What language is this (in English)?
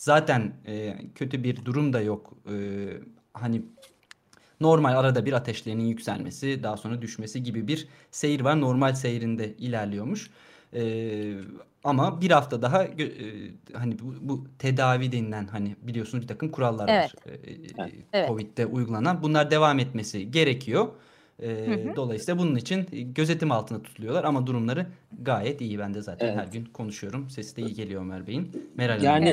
Turkish